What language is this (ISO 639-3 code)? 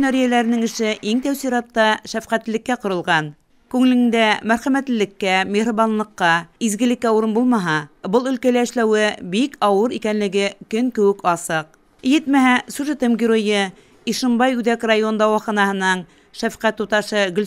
bak